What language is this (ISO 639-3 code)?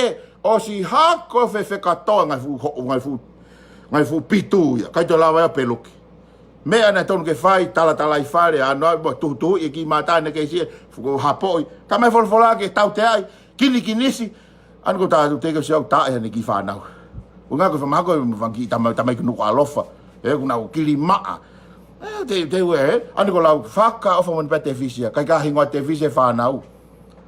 ton